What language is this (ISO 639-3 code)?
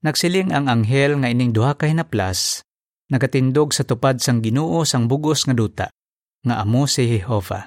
hil